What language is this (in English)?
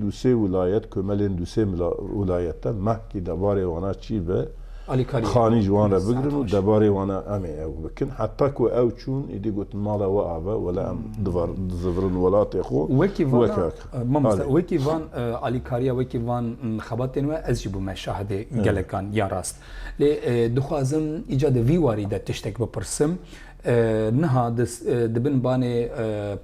Kurdish